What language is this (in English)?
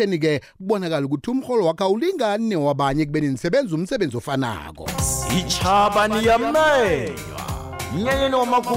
South Ndebele